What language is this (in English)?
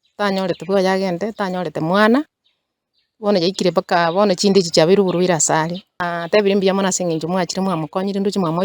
Gusii